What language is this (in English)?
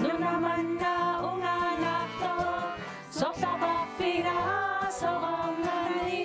Kalaallisut